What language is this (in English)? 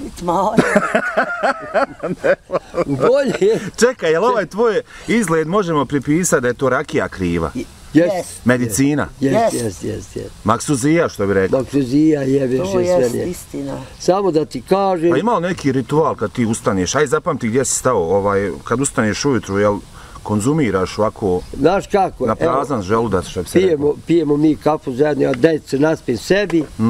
Bosnian